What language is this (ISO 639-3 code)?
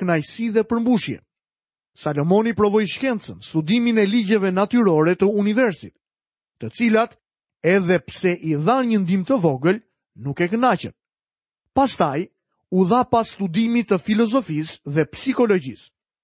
sqi